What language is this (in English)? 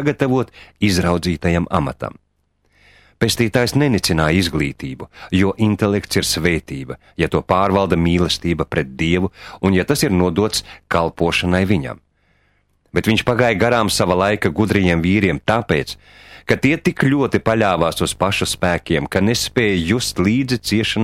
Latvian